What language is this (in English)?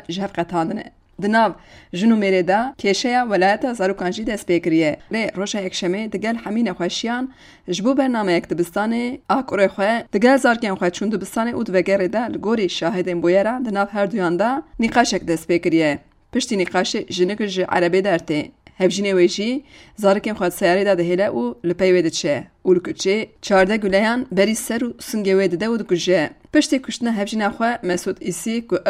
Kurdish